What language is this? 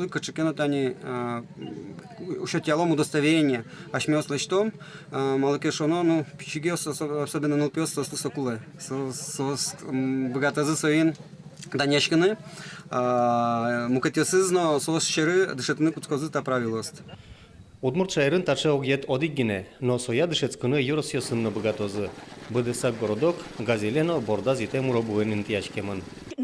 Udmurt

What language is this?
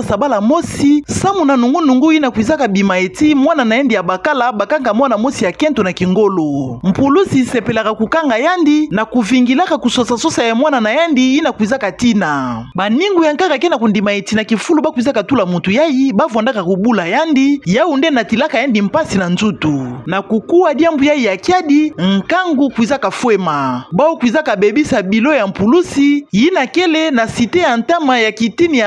Kituba (Democratic Republic of Congo)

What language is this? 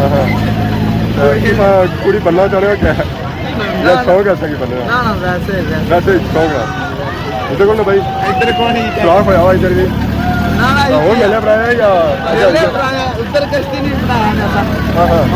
Pahari-Potwari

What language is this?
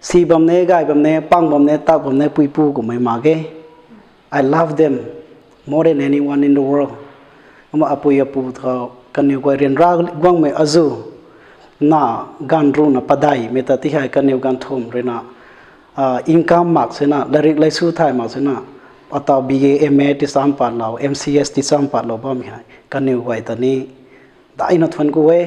Rongmei Naga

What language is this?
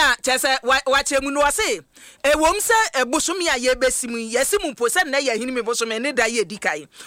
Akan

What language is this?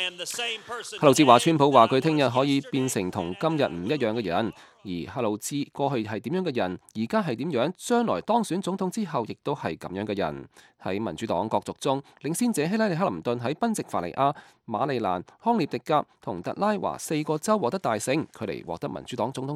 Cantonese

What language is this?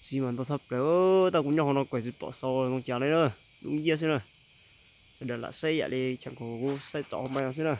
Hmong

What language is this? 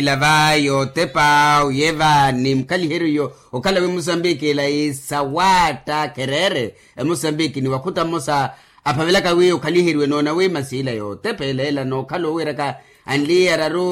Makhuwa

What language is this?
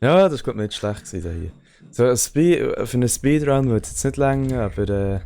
Swiss German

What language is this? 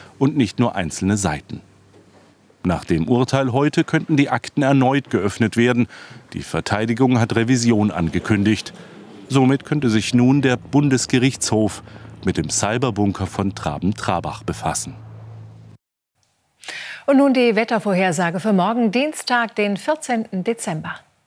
German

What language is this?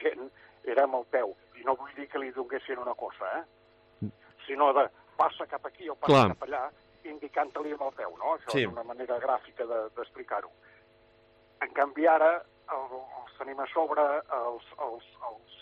Catalan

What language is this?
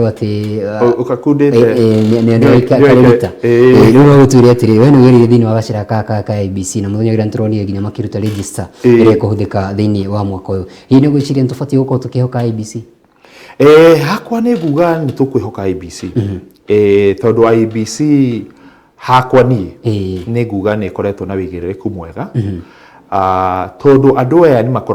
Kikuyu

